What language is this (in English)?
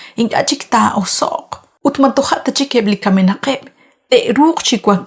Kekchí